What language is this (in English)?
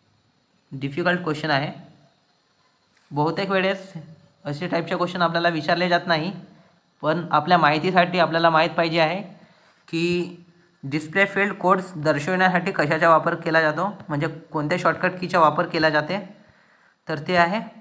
Marathi